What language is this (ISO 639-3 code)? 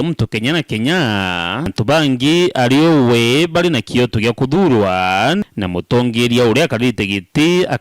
mer